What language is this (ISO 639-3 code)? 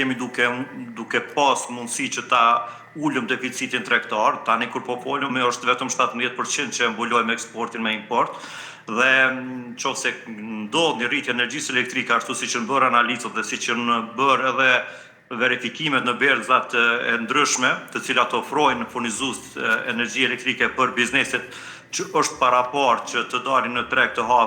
sqi